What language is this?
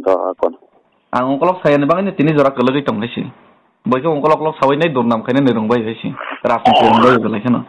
Kok Borok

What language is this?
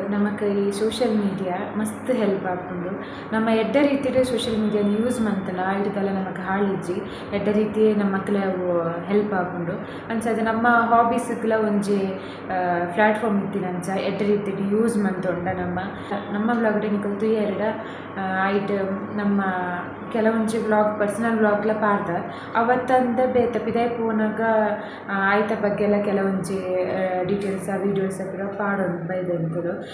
Tulu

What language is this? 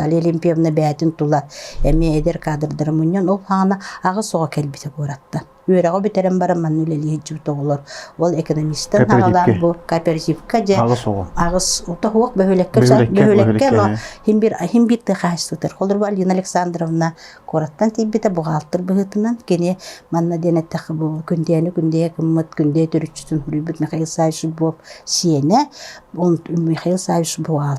Yakut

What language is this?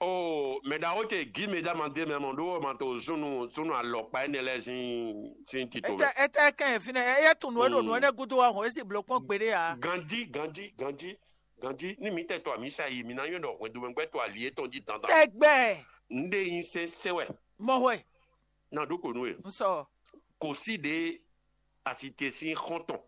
Fon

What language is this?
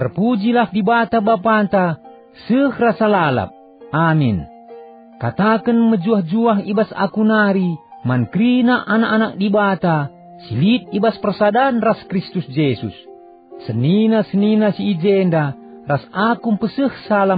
Batak Karo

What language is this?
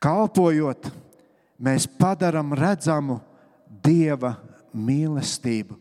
Latvian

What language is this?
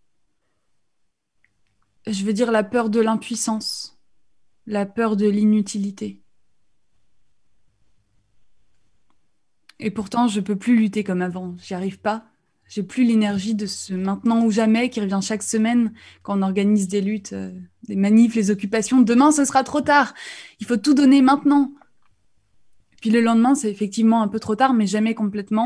French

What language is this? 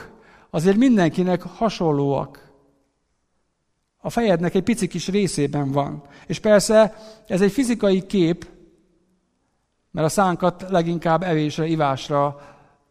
Hungarian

